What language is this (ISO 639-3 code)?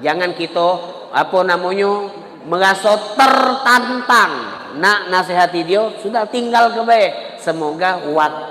mui